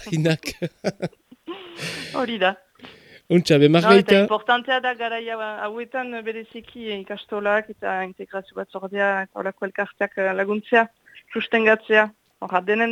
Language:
Basque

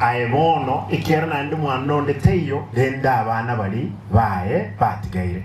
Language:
Gusii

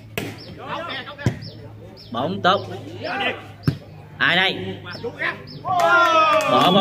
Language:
Vietnamese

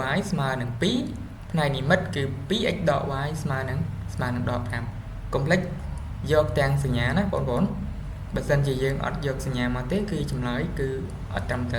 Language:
Khmer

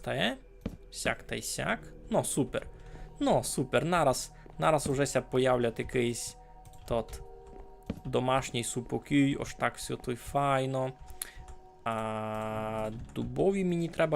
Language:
Rusyn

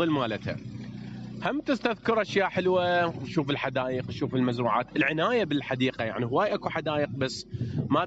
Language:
Mesopotamian Arabic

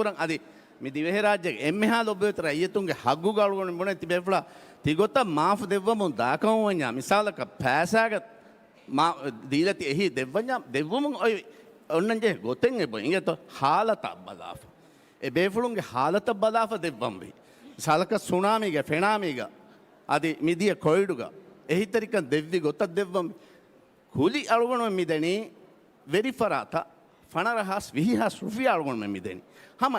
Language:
Divehi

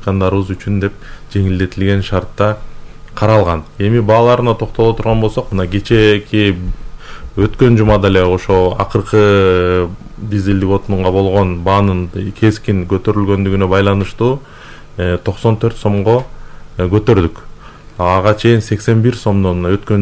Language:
Kyrgyz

